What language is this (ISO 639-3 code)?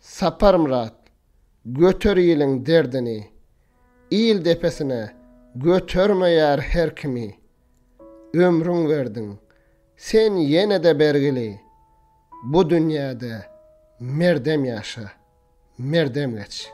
tuk